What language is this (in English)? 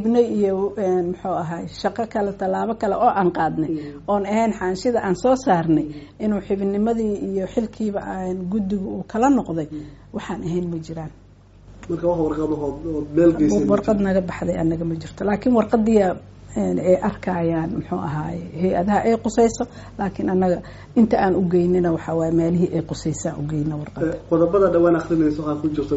Somali